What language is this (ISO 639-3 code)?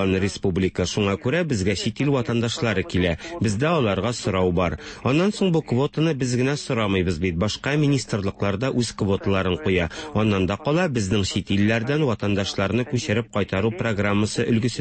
tat